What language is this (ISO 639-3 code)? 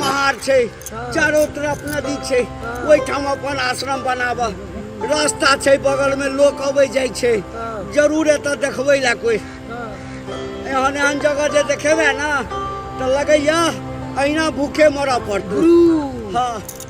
mai